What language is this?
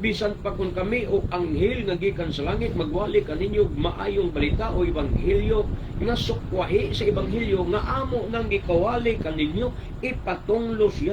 Cebuano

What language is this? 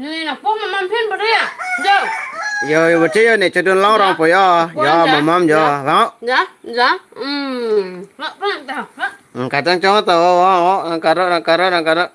Karbi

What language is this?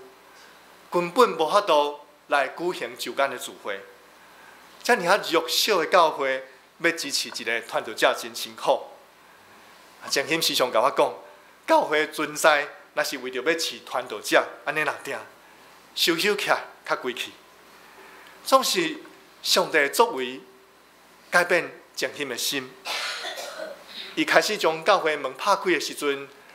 Min Nan Chinese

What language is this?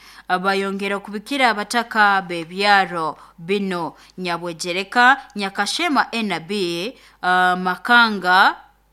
Nyoro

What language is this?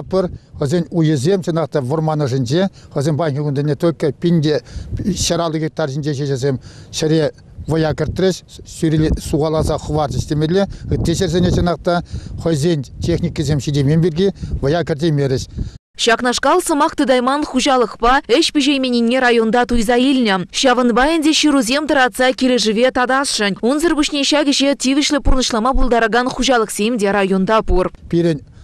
Chuvash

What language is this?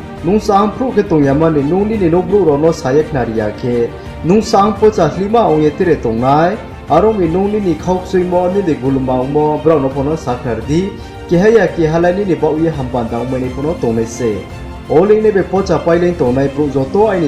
Riang (India)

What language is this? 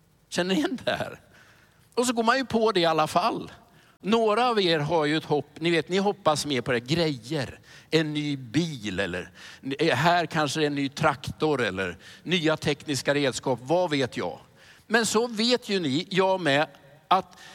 Swedish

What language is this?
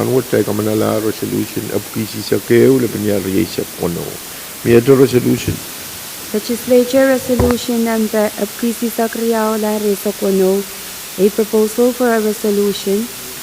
Pohnpeian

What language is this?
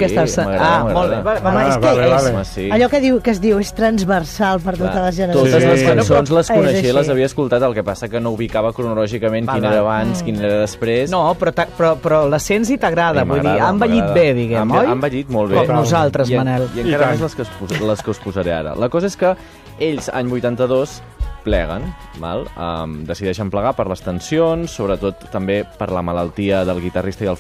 Catalan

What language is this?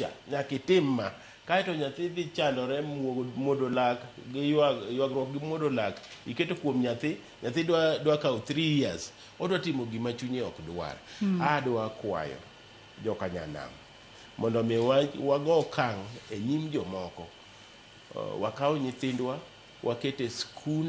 Luo (Kenya and Tanzania)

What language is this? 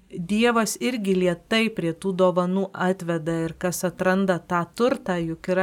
Lithuanian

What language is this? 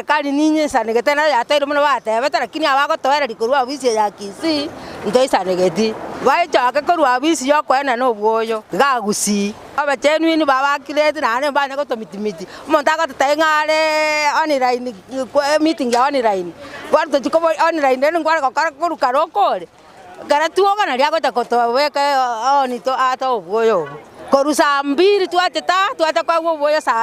Gusii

